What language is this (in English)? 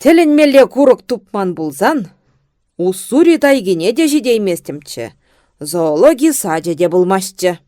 Chuvash